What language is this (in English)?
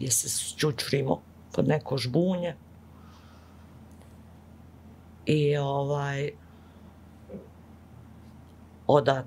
Bosnian